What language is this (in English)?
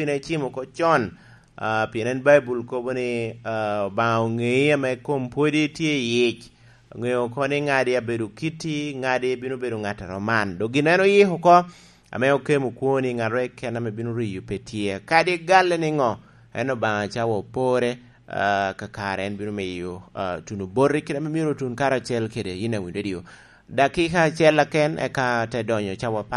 Lango (Uganda)